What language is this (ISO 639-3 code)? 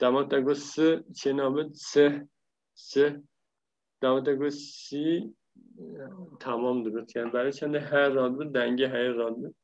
kur